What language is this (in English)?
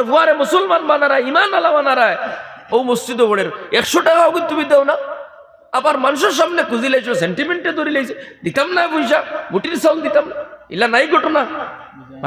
Sylheti